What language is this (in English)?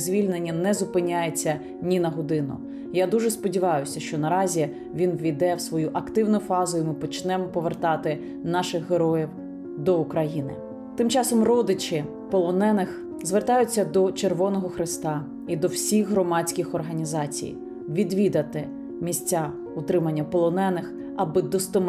Ukrainian